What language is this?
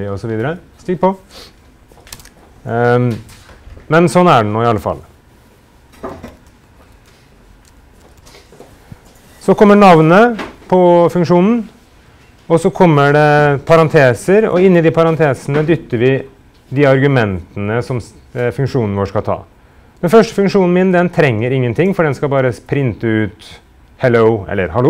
Norwegian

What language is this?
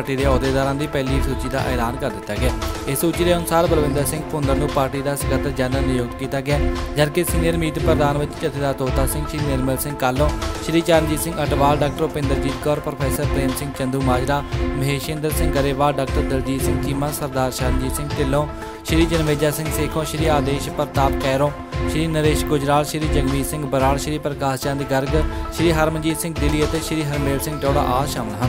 Punjabi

